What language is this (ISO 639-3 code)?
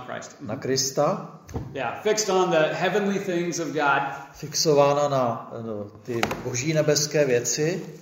ces